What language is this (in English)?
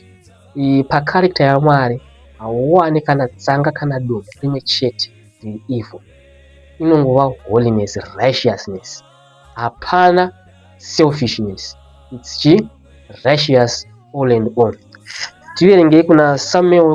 Shona